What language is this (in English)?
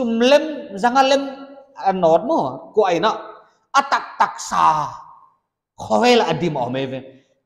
Paite Chin